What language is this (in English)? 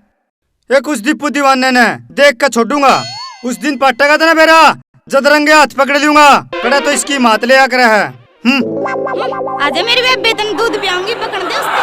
Haryanvi